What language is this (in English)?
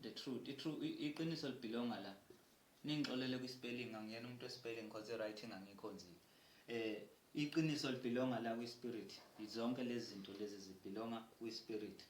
Zulu